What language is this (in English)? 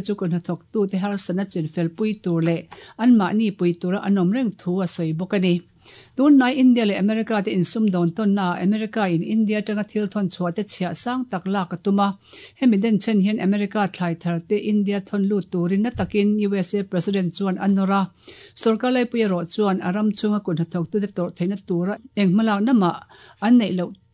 Mizo